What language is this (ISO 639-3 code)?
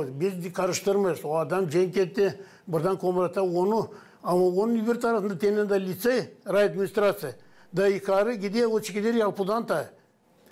gag